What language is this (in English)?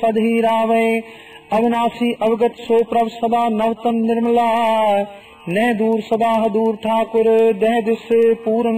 Punjabi